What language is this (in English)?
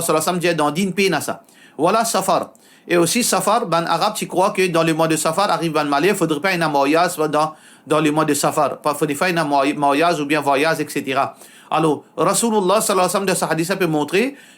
Morisyen